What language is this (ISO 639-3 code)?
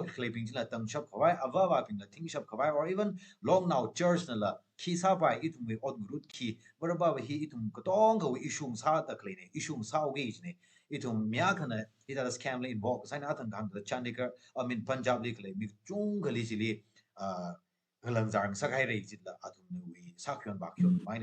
nmf